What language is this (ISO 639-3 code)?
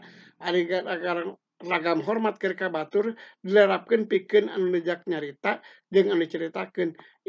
sun